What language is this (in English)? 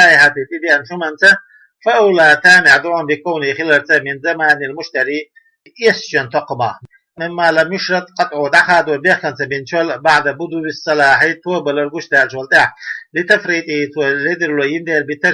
Chechen